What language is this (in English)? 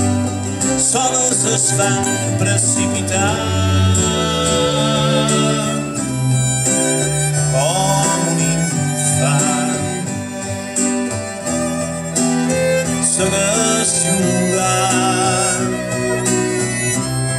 Catalan